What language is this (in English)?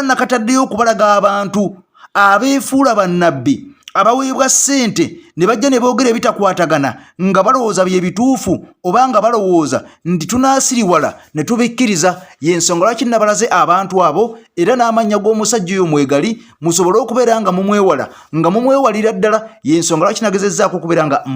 Ganda